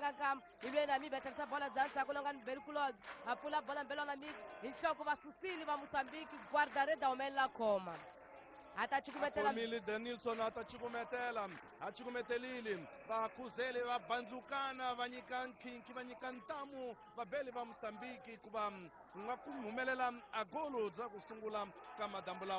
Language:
Tsonga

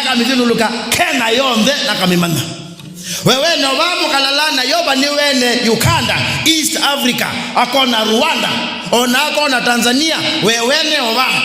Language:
Kamba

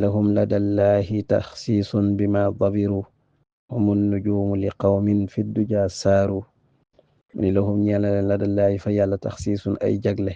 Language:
Wolof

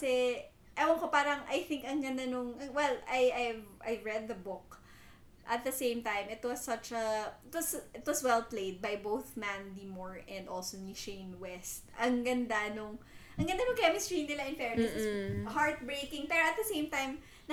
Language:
Filipino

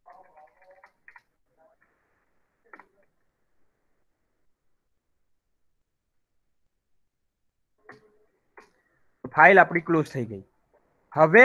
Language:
Gujarati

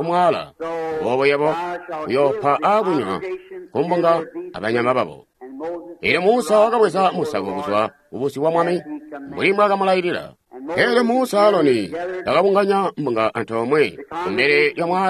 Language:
Tonga (Zambia)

